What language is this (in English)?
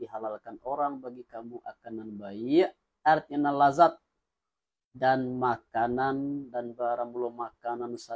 Minangkabau